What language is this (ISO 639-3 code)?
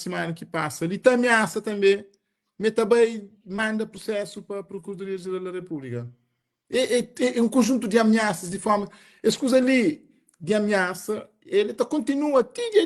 kea